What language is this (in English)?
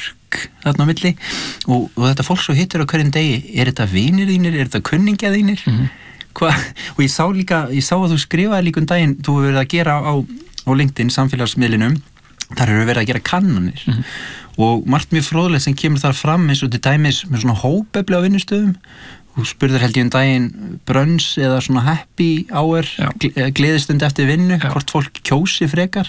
Icelandic